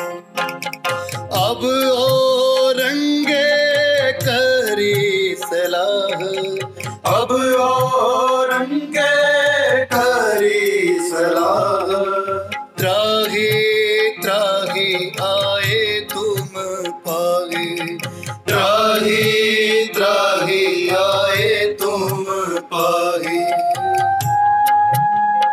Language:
Hindi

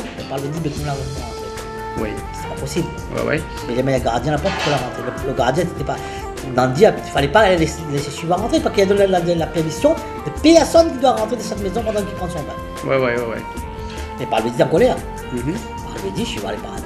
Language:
Réunion Creole French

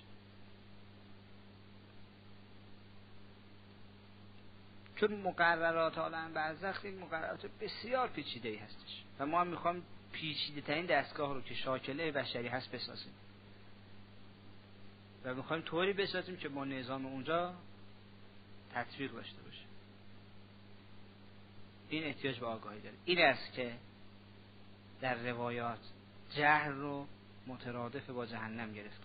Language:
Persian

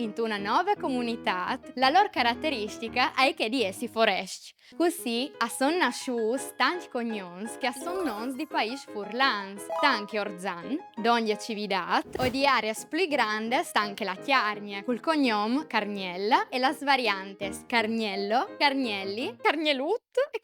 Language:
Friulian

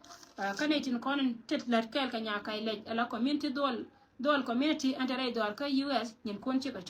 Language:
Nuer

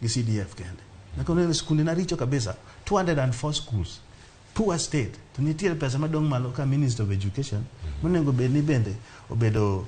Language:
Luo (Kenya and Tanzania)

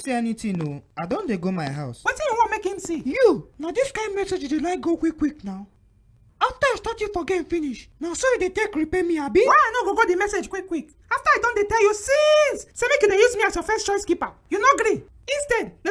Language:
Nigerian Pidgin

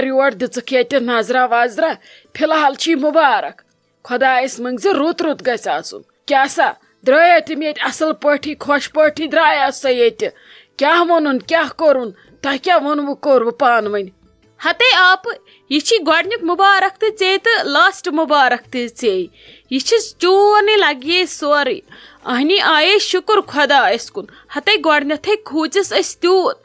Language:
Kashmiri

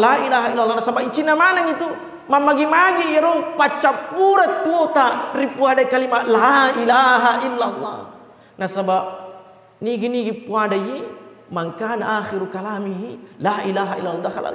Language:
Buginese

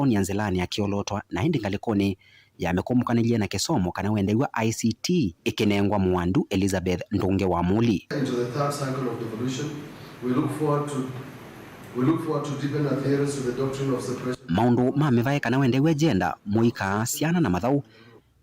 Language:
Kamba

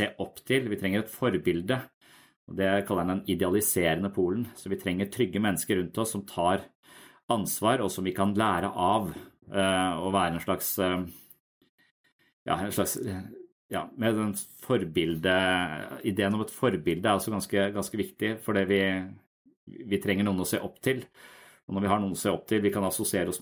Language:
Norwegian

